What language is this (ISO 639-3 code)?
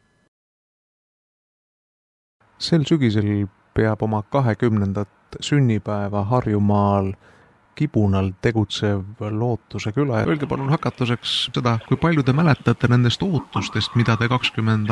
est